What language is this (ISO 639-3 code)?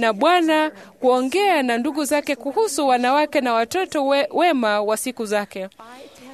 swa